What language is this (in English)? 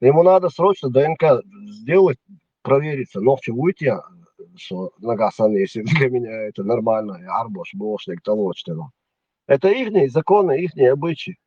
Chechen